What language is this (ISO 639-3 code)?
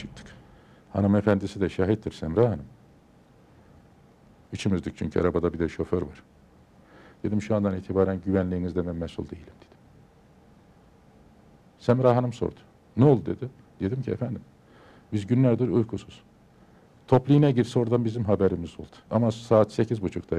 tur